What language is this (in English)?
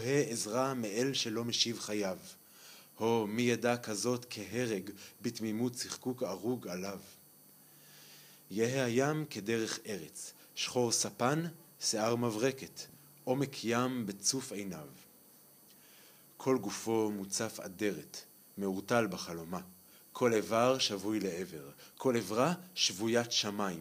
Hebrew